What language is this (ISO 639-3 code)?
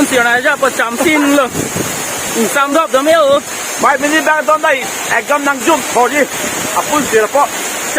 mjw